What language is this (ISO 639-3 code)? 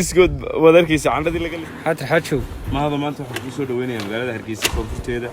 som